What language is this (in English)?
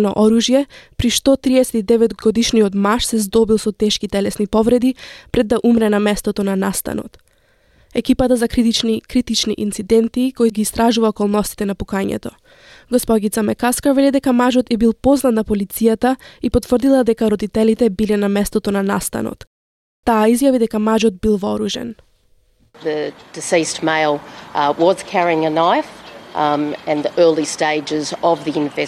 Macedonian